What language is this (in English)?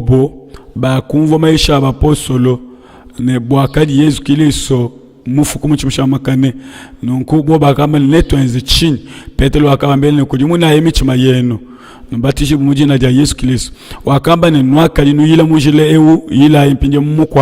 Luba-Lulua